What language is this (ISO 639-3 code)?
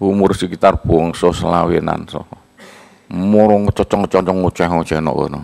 jav